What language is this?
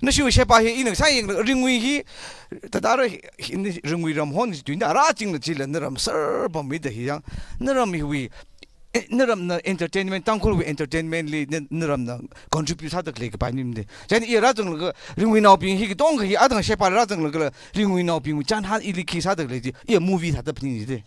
Tangkhul Naga (India)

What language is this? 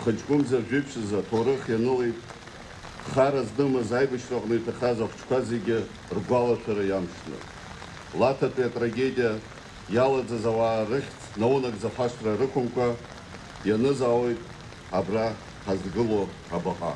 Abkhazian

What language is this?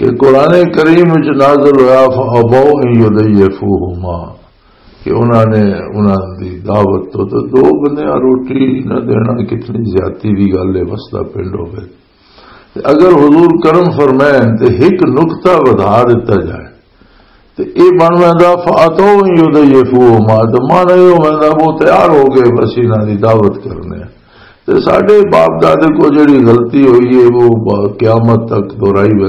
Western Panjabi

